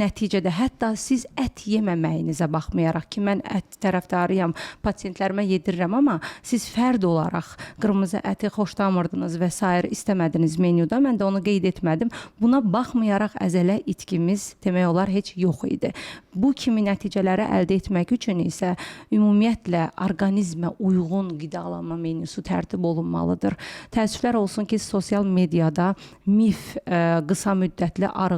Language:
Azerbaijani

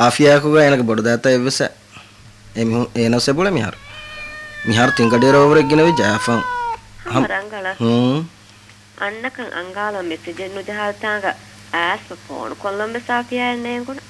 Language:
Divehi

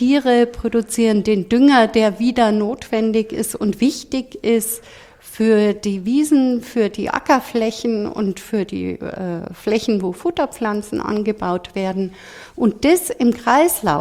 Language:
German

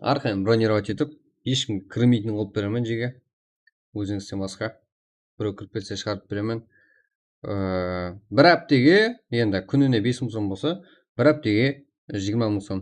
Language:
Kara-Kalpak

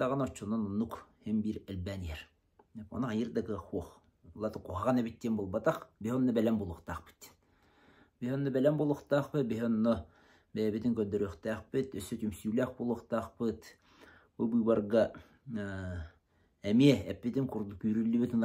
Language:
Yakut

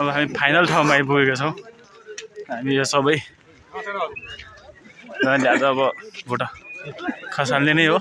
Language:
Nepali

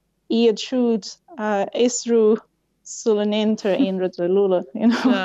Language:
Irish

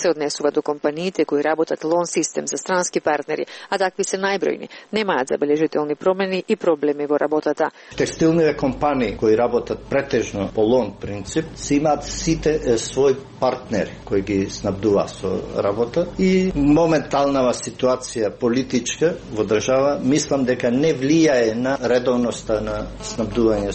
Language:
Macedonian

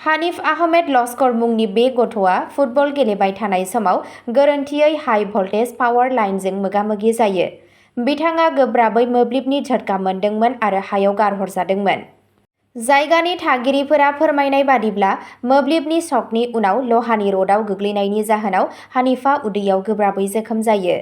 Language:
Bodo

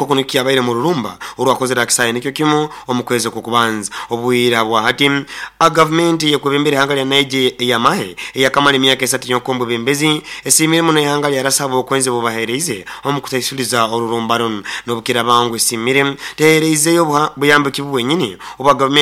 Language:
Nyoro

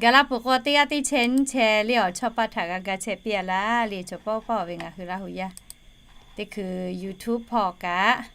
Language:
Lahu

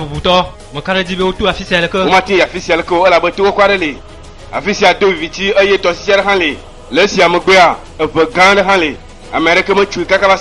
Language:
Ewe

